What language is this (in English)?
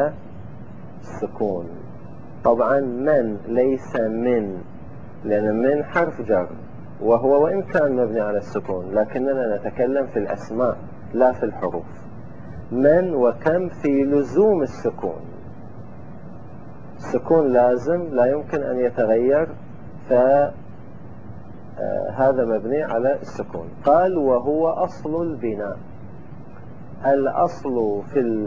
Arabic